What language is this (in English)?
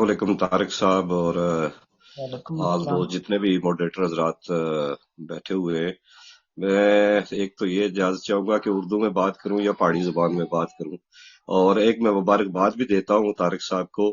Gujari